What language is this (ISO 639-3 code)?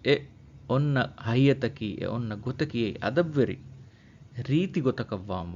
div